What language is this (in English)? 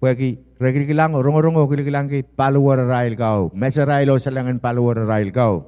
Pohnpeian